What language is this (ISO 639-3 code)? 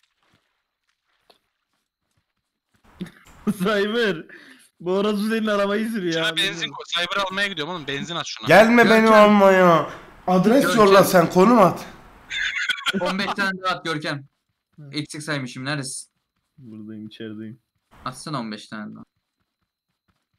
tur